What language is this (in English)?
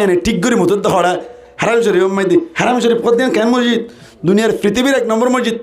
Rohingya